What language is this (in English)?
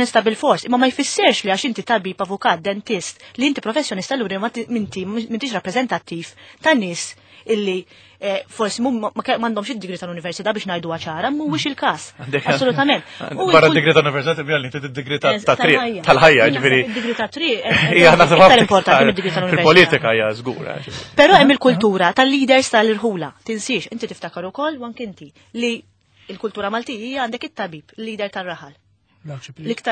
Maltese